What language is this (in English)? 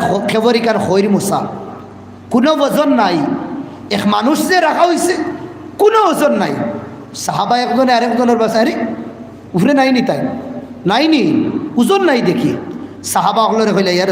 Sylheti